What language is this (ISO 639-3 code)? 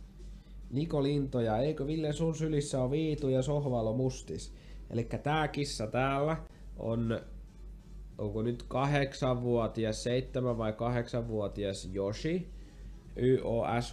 fin